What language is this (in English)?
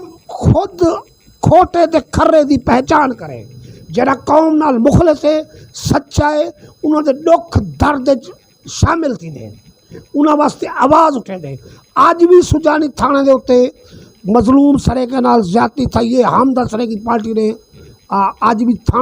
Saraiki